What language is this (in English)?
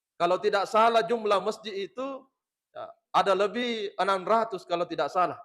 Buginese